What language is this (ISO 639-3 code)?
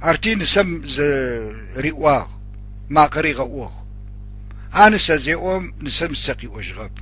ady